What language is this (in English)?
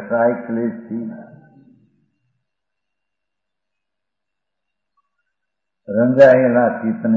Gujarati